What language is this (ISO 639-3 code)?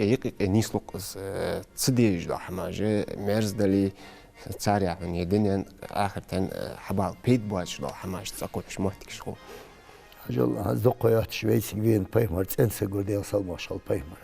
inh